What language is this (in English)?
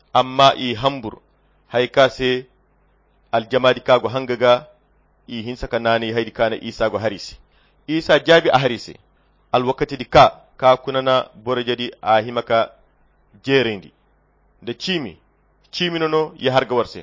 Koyra Chiini